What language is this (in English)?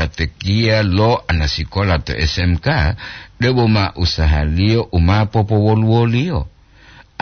Gorontalo